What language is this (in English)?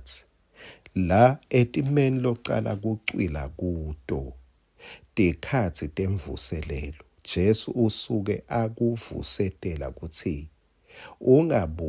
Swati